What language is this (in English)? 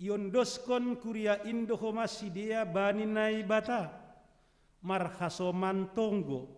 Batak Simalungun